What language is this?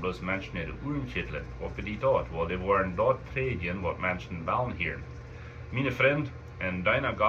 Plautdietsch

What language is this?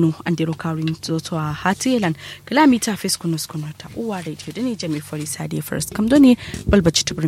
Kanuri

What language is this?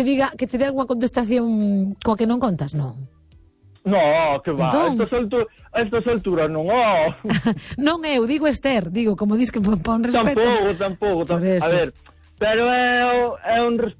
Galician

